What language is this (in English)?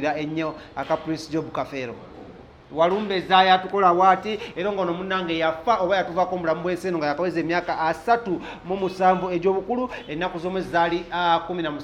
Ganda